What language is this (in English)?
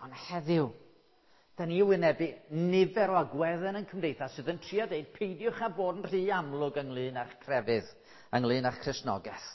Welsh